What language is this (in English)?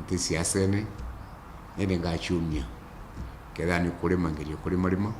Meru